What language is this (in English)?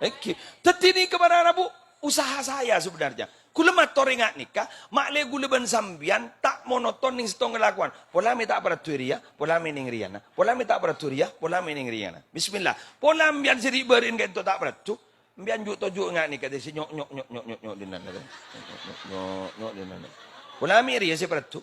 Madurese